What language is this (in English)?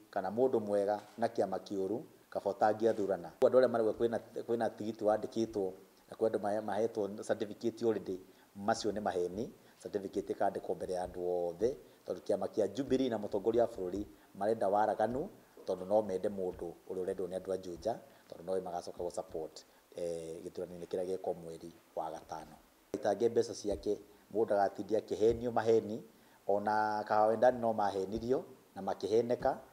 Kikuyu